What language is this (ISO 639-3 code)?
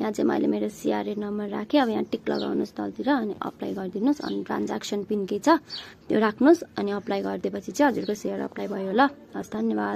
nep